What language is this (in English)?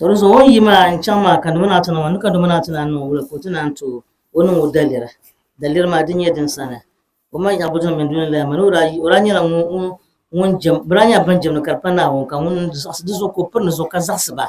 Dagbani